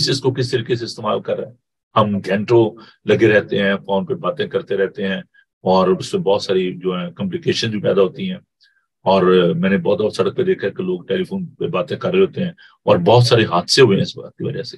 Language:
Urdu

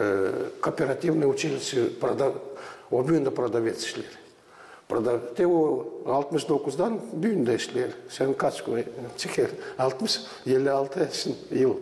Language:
Gagauz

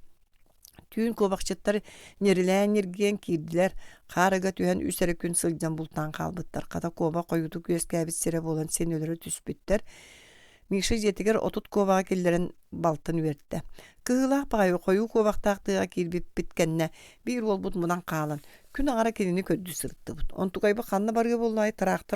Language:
Yakut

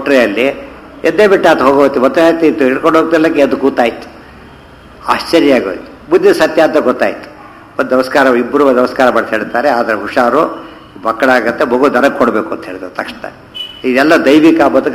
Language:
Kannada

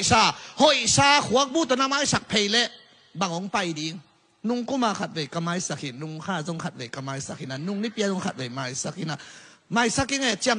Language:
Tedim Chin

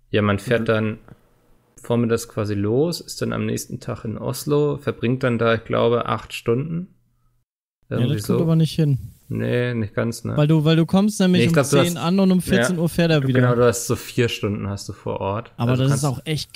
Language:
German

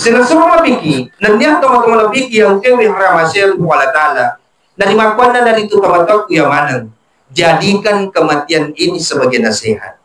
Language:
Buginese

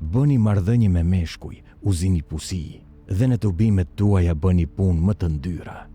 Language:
Albanian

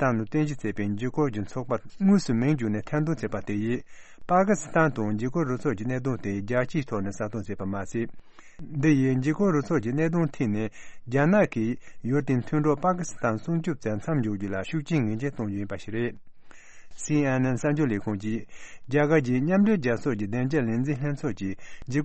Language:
Tibetan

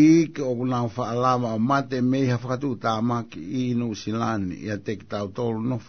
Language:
Tongan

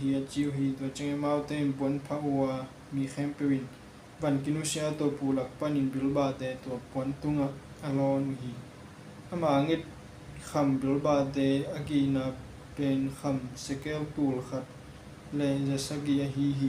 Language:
Tedim Chin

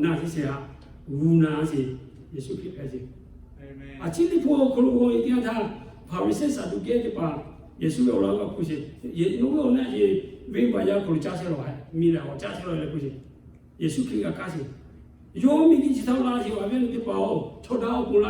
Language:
Lahu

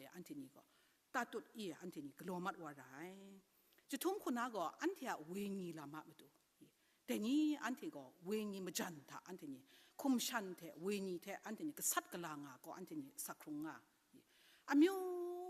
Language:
Kachin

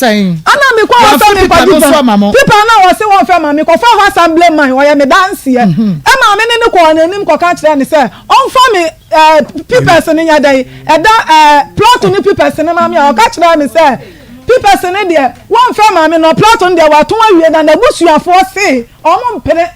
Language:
Akan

